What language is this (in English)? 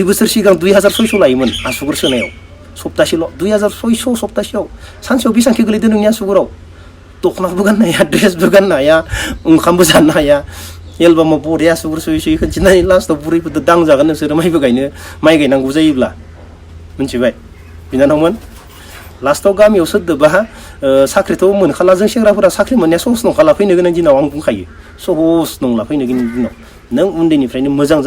Bodo